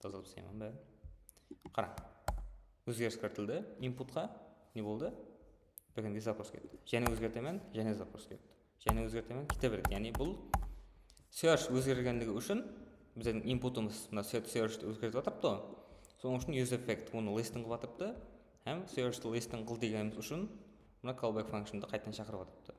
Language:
Kara-Kalpak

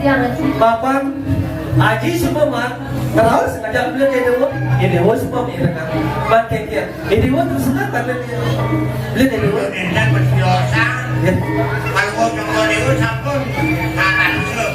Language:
Balinese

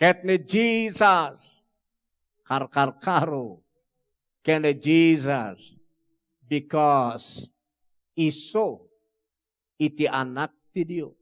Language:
Iloko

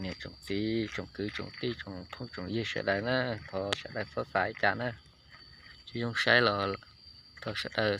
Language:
Hmong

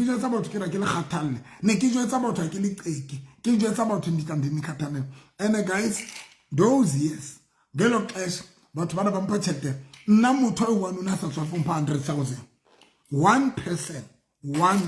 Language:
Southern Sotho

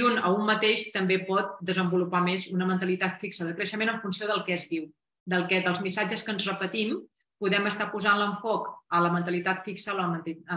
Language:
Catalan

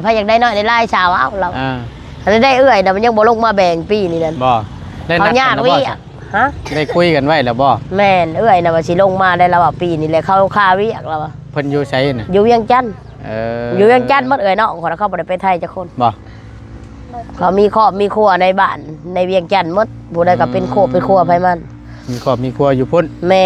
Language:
Northeastern Thai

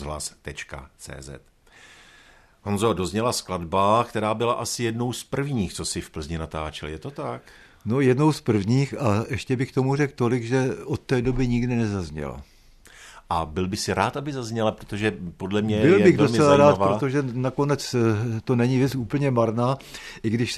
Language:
Czech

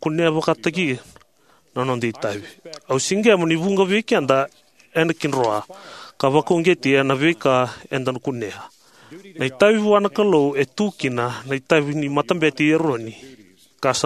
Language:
Fijian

